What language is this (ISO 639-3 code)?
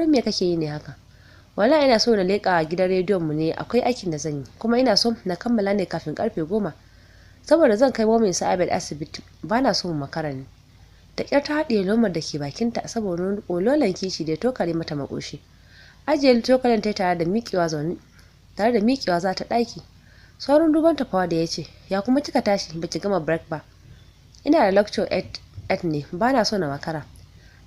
hau